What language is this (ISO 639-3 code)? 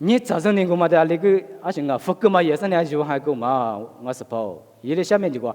lis